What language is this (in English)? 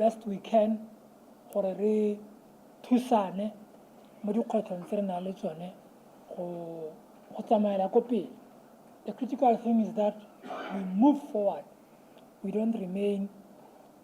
Tswana